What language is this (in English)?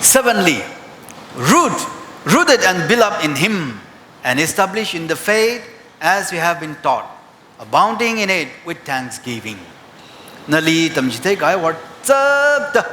Tangkhul Naga (India)